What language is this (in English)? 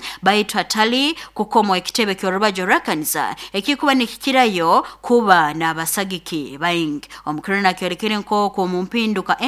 Nyoro